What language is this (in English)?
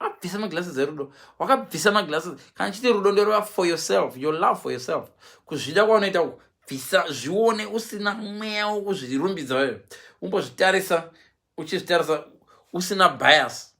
Shona